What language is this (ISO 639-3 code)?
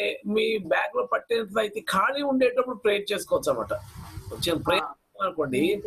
tel